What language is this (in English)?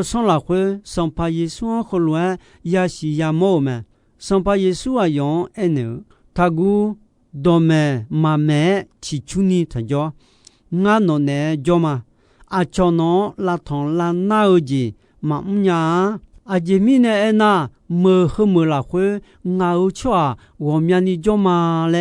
Akha